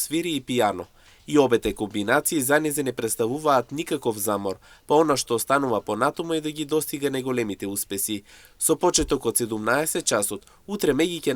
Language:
Macedonian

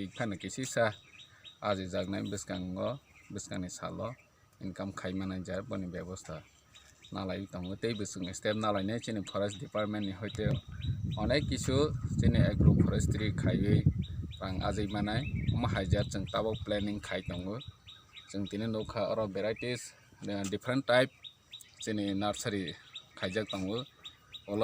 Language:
Kok Borok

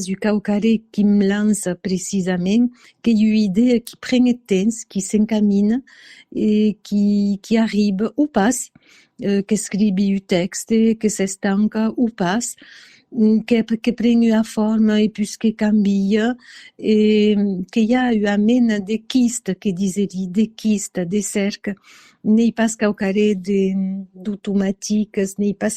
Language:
Occitan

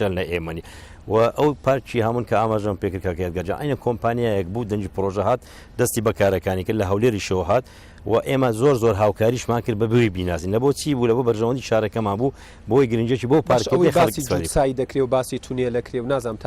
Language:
Central Kurdish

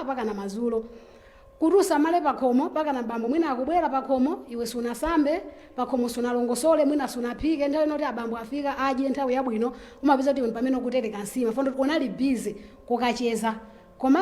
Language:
Nyanja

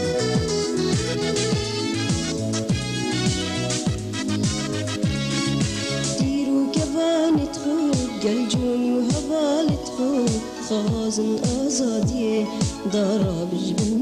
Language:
Persian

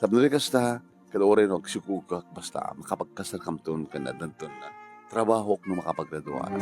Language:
Iloko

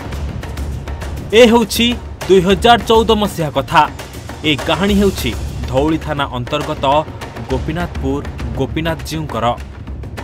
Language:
Odia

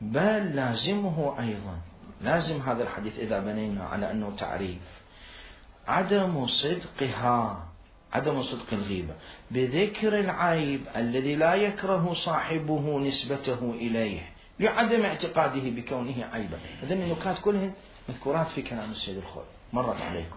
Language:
Mesopotamian Arabic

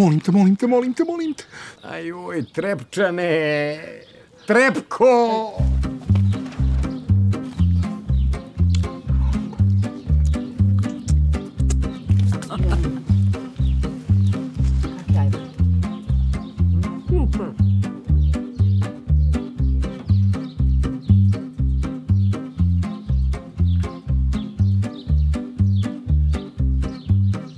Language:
Croatian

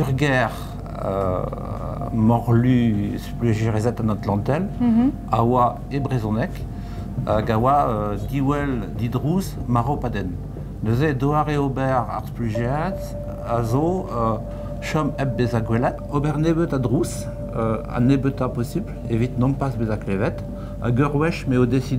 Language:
Breton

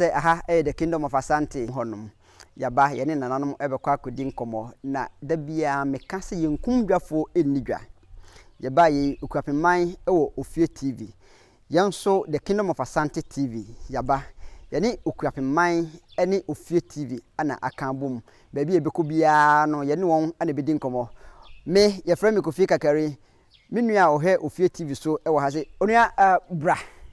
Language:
Akan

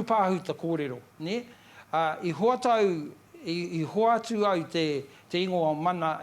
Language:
Māori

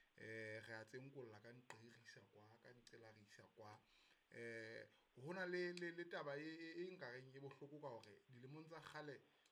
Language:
Southern Sotho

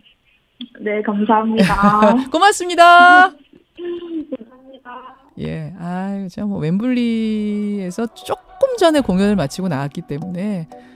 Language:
Korean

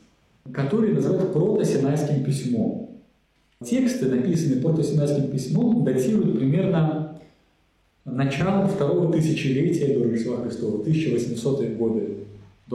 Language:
Russian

